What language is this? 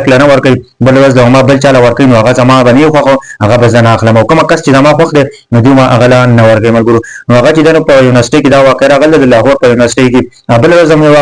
Pashto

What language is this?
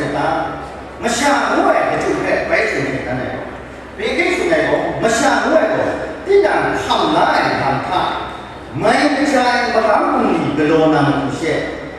Kachin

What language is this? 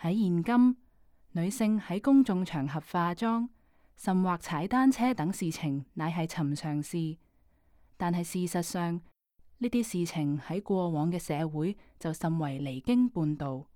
Cantonese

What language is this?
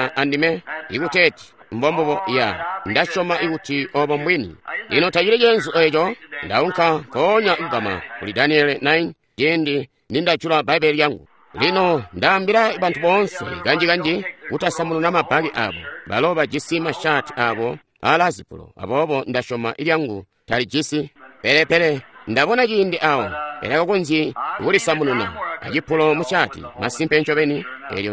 Tonga (Zambia)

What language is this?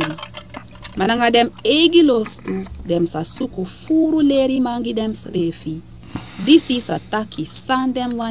Sranan Tongo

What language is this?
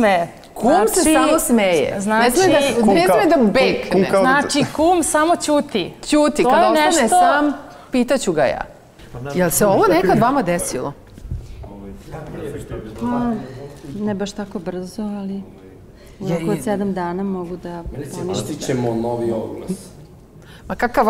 Serbian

